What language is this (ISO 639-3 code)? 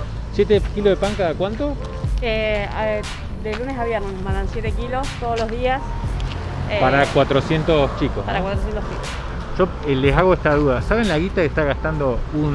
spa